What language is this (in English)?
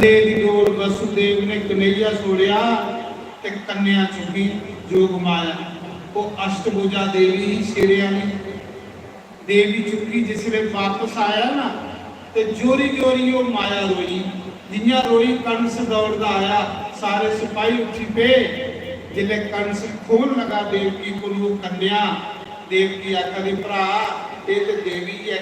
Dogri